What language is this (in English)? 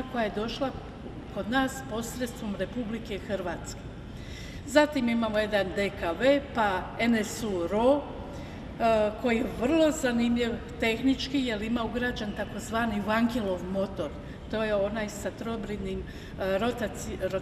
Croatian